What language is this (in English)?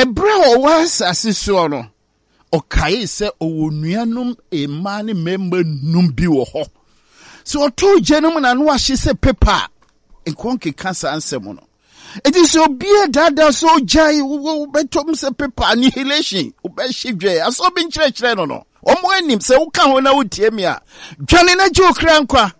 Akan